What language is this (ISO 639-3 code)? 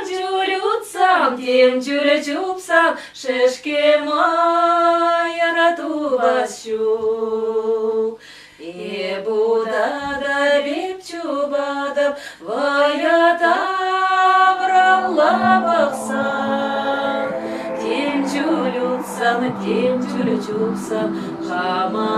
chv